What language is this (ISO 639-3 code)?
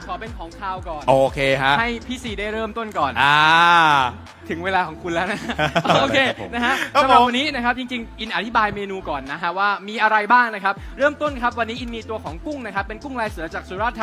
tha